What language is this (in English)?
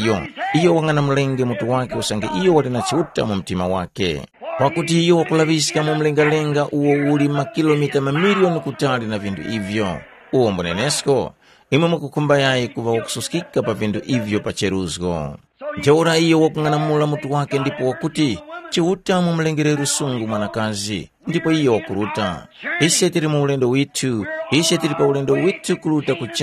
Tumbuka